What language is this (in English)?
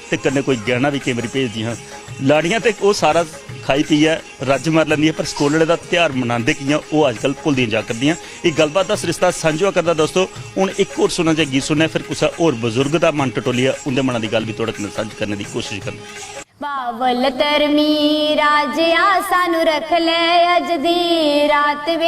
Dogri